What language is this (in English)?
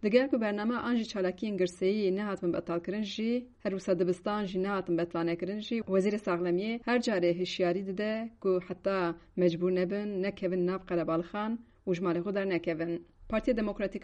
Kurdish